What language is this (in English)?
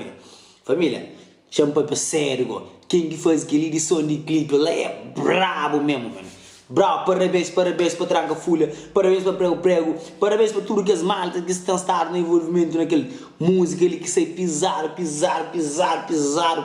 Kabuverdianu